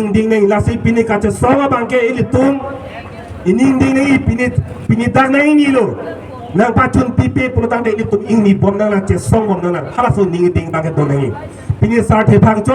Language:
Karbi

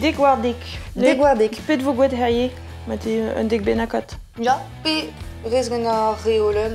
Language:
Breton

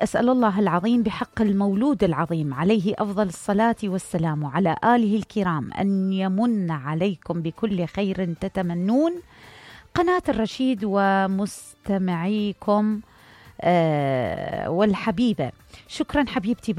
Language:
Mesopotamian Arabic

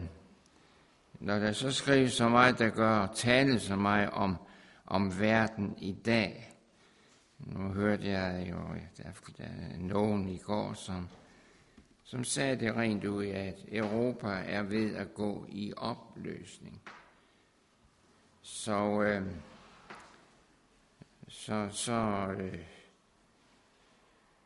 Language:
Danish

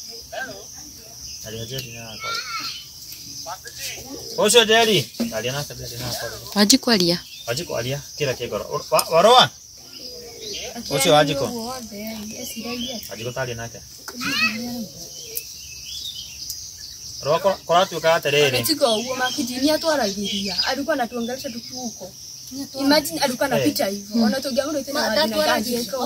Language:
Kikuyu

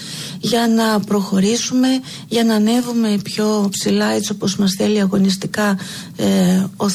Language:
Greek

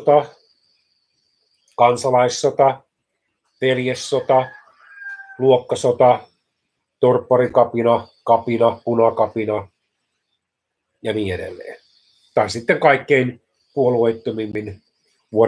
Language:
Finnish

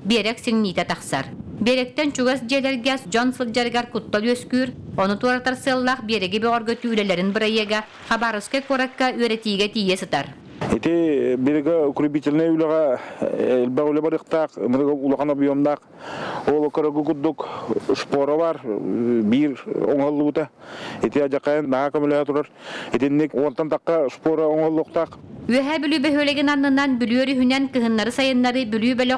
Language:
Yakut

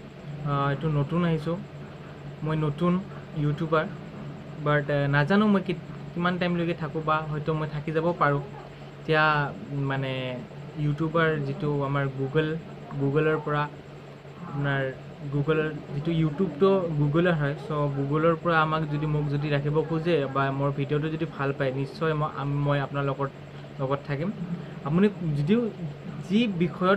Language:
Assamese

